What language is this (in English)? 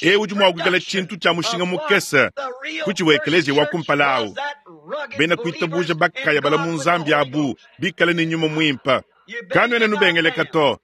Luba-Lulua